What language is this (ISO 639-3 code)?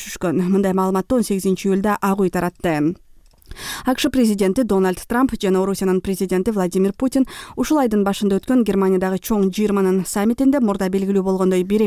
kir